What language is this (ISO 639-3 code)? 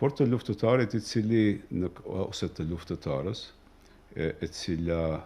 sqi